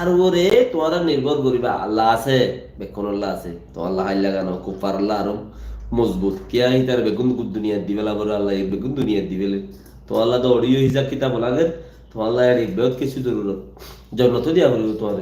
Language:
Rohingya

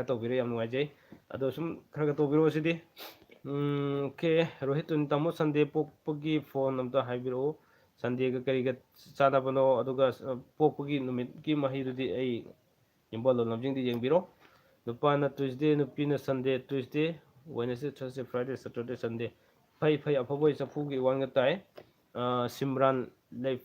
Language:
Manipuri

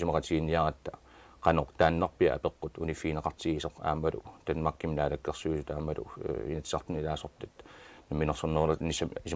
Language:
Kalaallisut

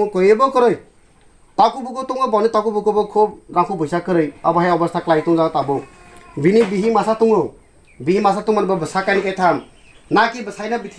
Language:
Kok Borok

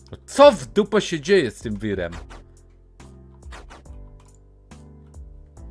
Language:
Polish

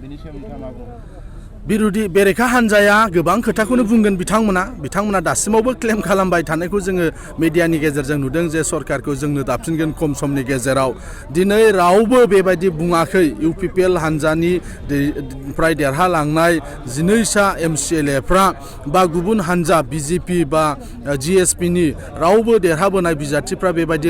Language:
Bodo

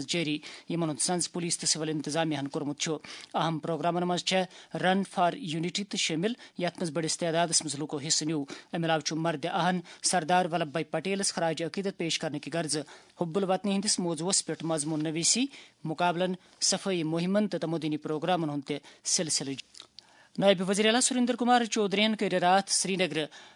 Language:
Kashmiri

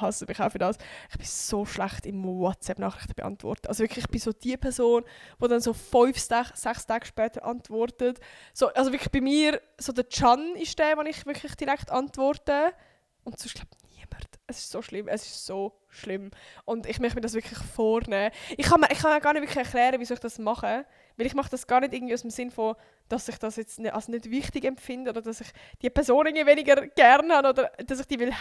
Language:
Swiss German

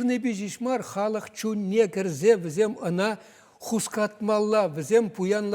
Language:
Chuvash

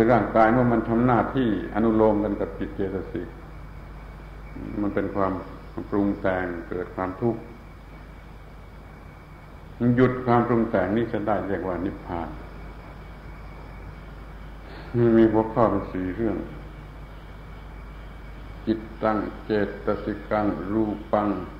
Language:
Thai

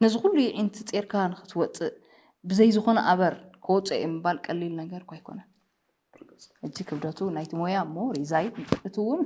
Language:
Tigrinya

